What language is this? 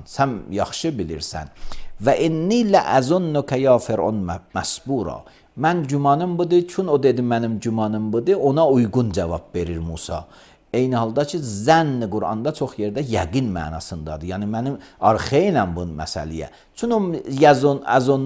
Azerbaijani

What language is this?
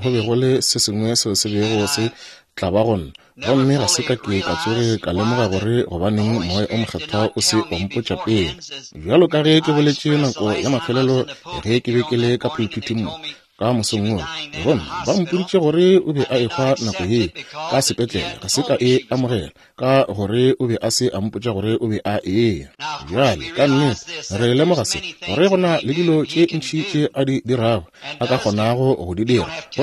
Northern Sotho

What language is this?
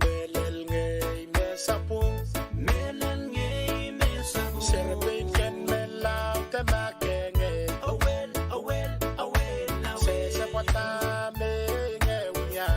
Pohnpeian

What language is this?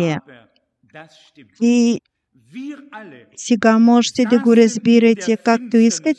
Bulgarian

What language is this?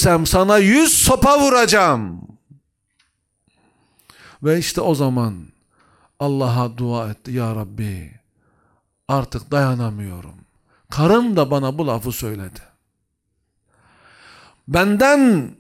Turkish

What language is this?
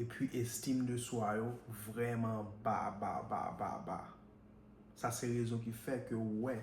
Haitian Creole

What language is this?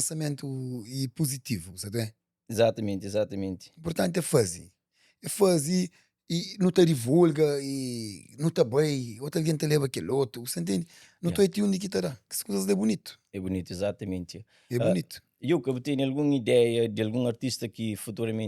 Kabuverdianu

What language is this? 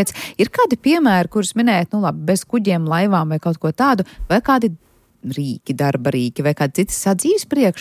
Latvian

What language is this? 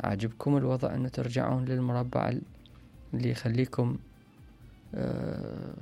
Mesopotamian Arabic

